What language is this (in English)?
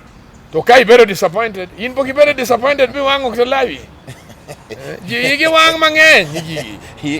Luo (Kenya and Tanzania)